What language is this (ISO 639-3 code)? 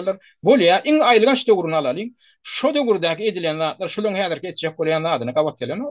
tuk